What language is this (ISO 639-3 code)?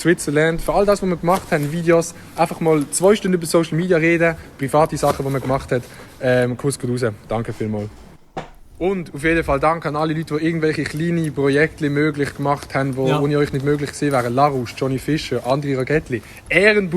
gsw